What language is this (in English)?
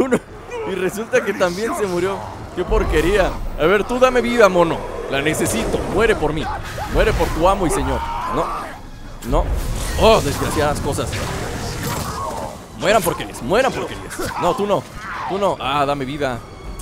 Spanish